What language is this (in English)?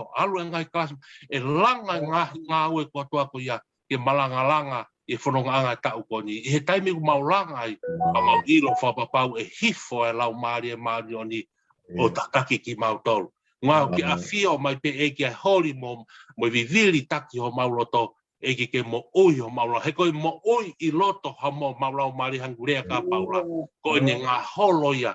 Tongan